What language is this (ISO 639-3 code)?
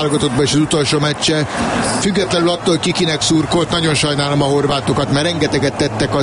hun